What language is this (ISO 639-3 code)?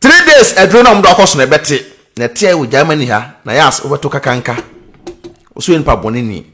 aka